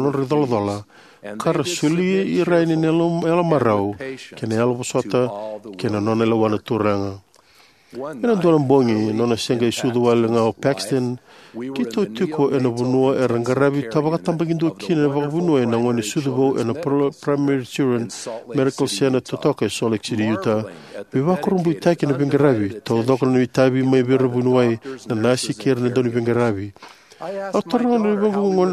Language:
Fijian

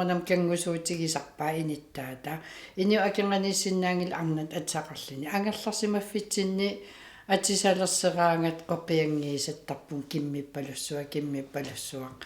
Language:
Kalaallisut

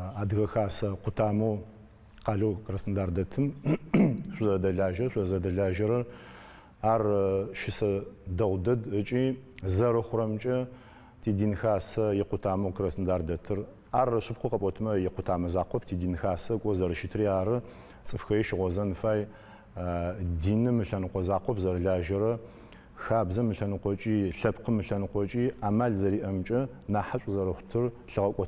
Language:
Adyghe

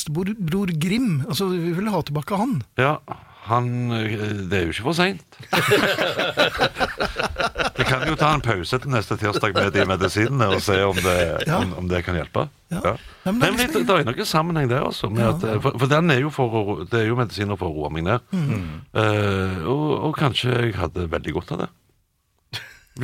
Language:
Norwegian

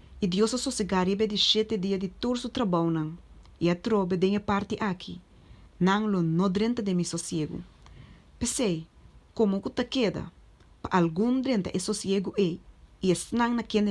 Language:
Papiamento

